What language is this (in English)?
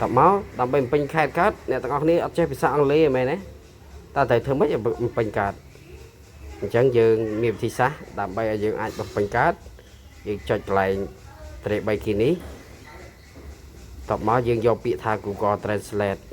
Khmer